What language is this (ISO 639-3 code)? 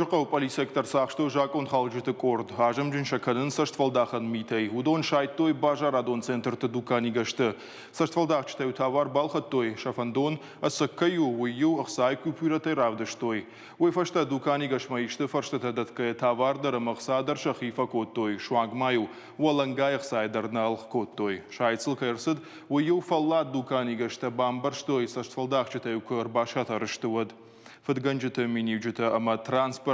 oss